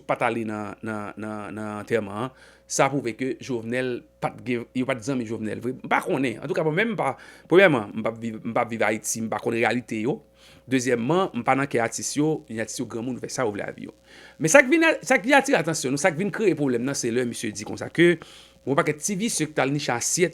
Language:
Haitian Creole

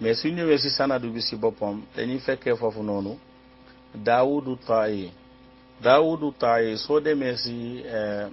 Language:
Wolof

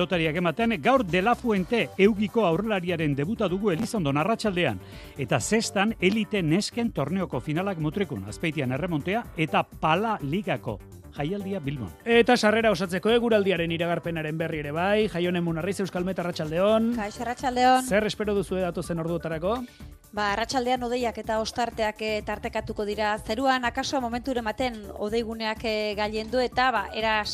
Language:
Basque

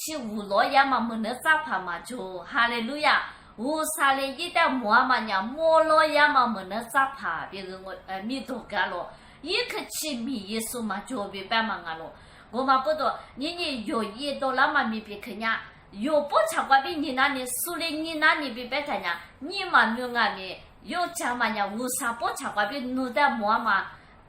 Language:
Lisu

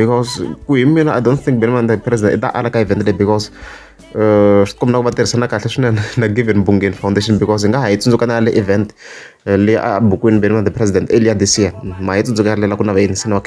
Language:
Tsonga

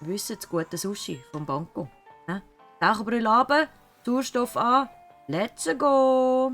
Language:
Swiss German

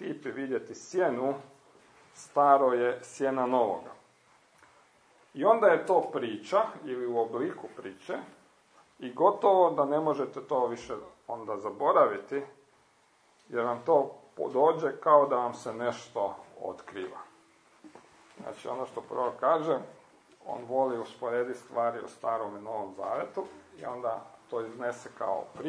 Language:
Croatian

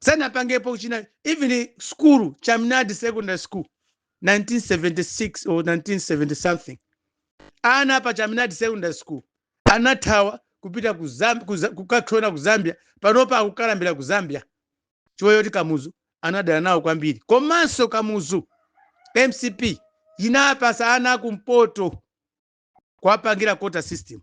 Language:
Nyanja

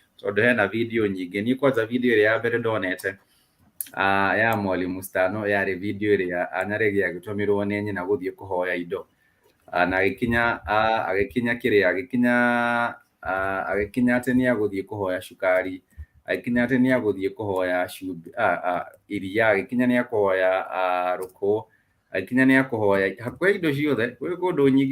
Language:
Kikuyu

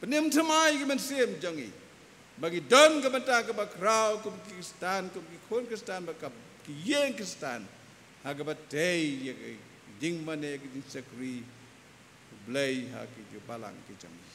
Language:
Khasi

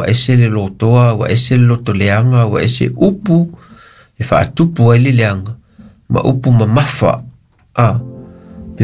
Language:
Samoan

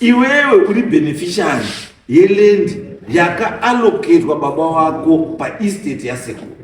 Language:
Shona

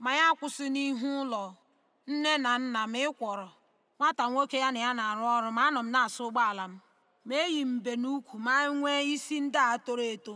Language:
Igbo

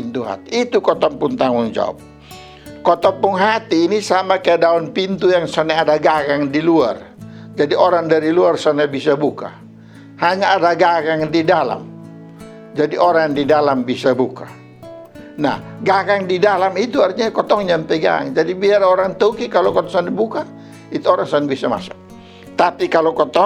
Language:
Kupang Malay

